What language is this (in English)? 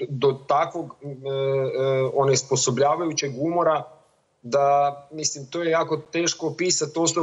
Croatian